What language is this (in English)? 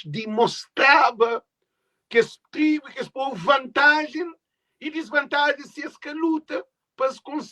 Kabuverdianu